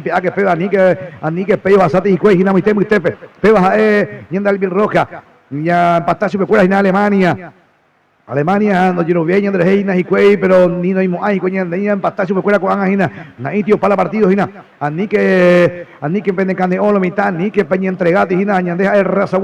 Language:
Guarani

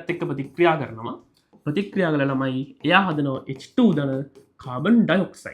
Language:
Sinhala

